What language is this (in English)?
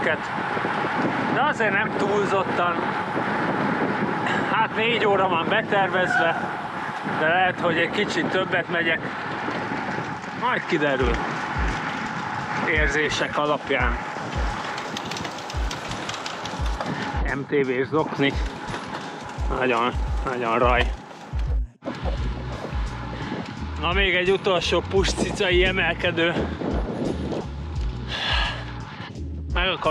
Hungarian